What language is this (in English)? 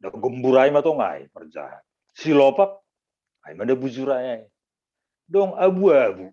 Batak Simalungun